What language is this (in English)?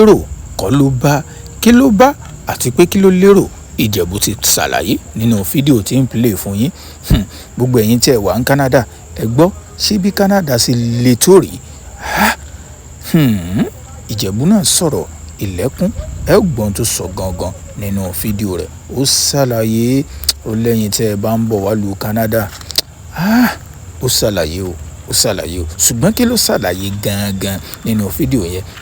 Yoruba